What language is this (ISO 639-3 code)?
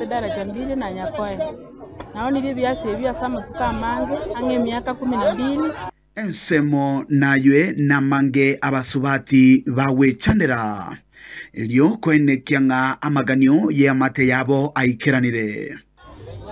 guz